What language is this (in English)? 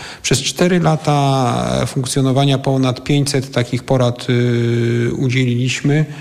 Polish